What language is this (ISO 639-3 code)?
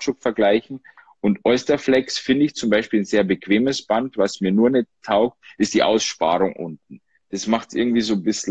deu